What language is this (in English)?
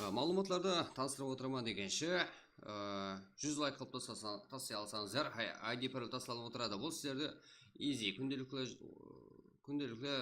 Kara-Kalpak